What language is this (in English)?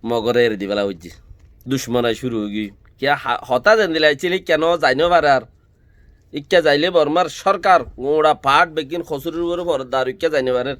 Rohingya